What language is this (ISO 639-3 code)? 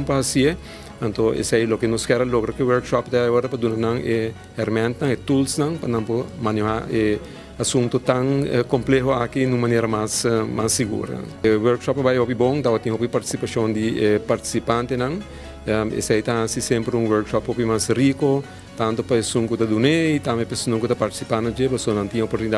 pap